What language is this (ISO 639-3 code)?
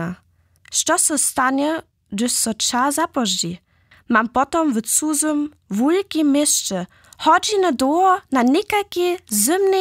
hsb